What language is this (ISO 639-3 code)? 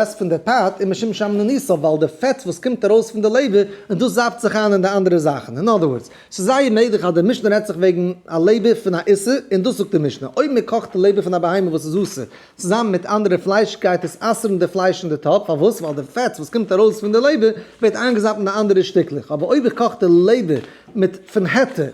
yid